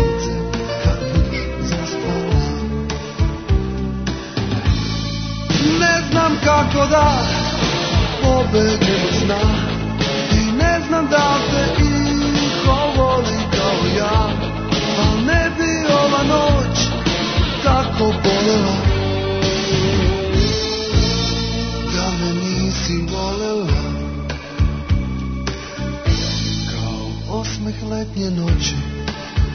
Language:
Serbian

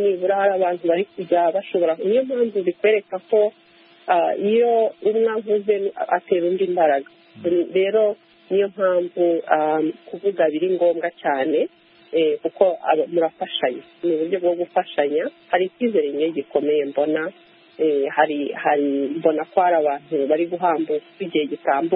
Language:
Kinyarwanda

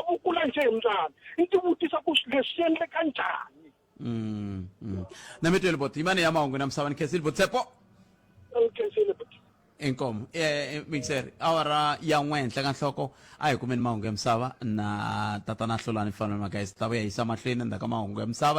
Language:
Tsonga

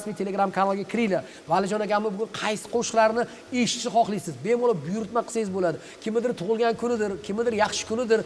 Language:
Uzbek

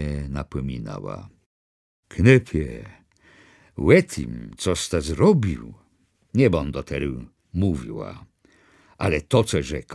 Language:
Kashubian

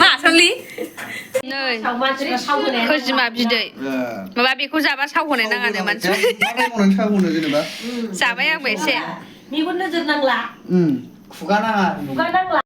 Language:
Bodo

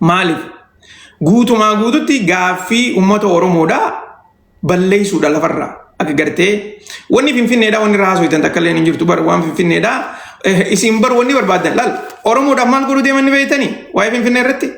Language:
Oromo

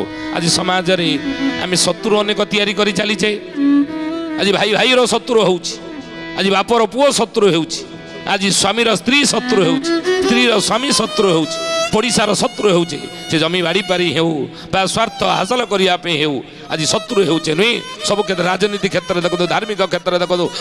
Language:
Odia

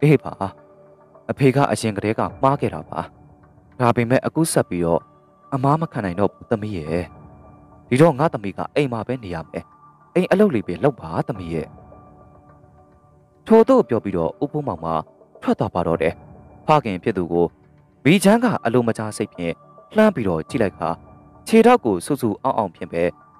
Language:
Burmese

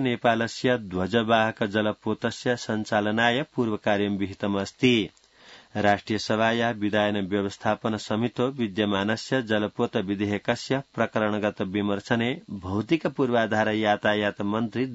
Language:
Sanskrit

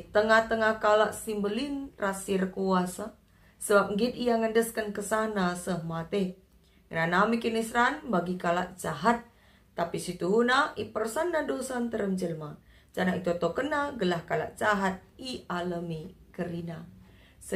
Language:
Batak Karo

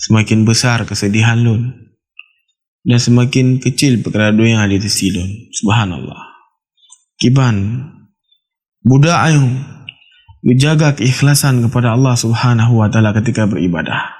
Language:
Achinese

